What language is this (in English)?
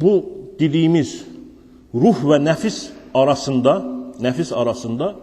Azerbaijani